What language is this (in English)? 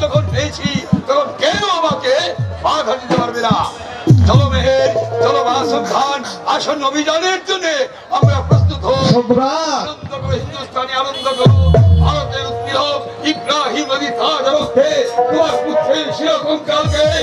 Bangla